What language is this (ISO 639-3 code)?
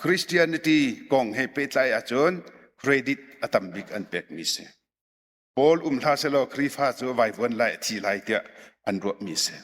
cnh